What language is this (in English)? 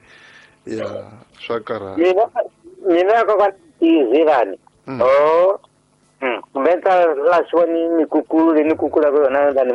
Tsonga